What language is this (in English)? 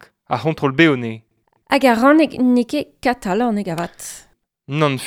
Breton